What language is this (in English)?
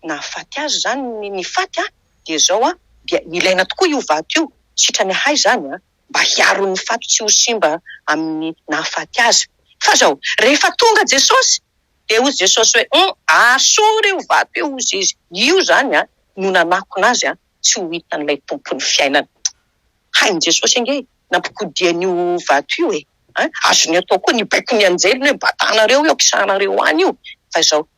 Malagasy